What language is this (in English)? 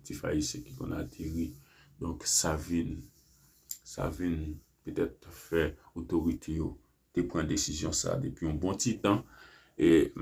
Haitian Creole